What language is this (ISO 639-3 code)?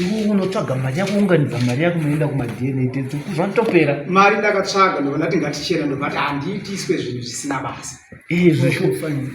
sna